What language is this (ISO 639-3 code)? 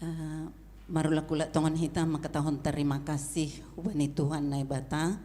bts